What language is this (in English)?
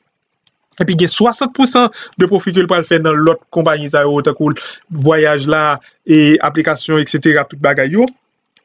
Haitian Creole